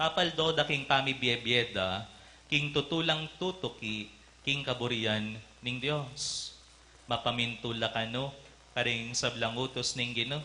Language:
Pampanga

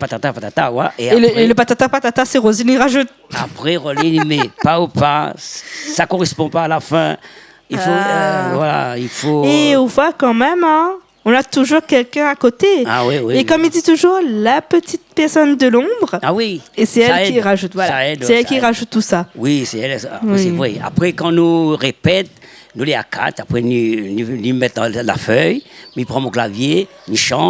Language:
Réunion Creole French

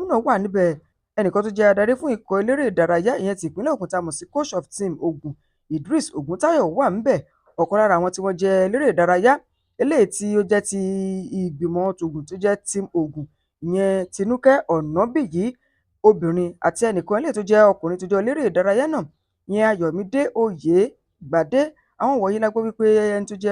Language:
Yoruba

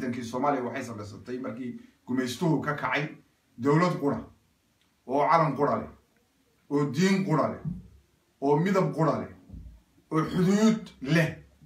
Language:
Somali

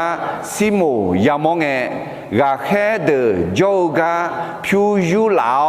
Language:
Akha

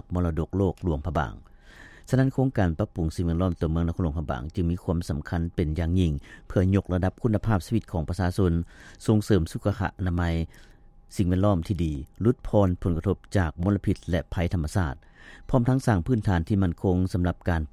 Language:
Lao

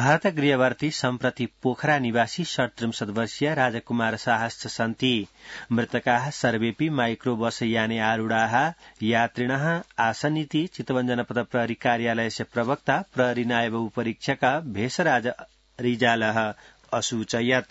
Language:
Sanskrit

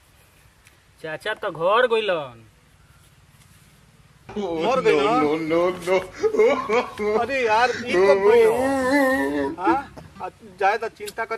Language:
Bhojpuri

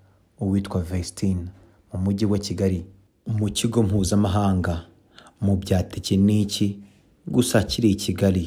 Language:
Kinyarwanda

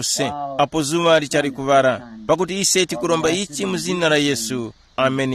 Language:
Tumbuka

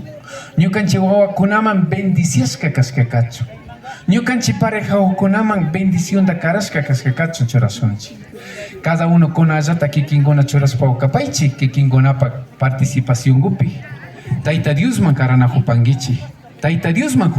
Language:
Imbabura Highland Quichua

